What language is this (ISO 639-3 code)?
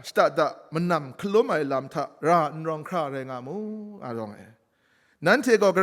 kac